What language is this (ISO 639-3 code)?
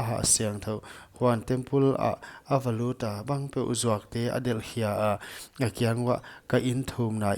pck